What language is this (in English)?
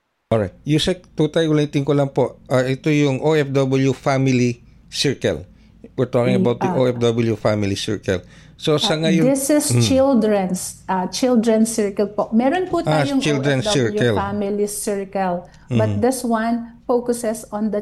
Filipino